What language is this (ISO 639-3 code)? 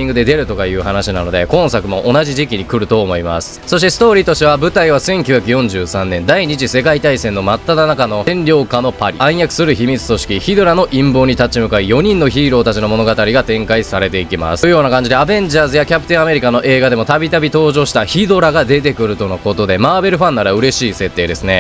jpn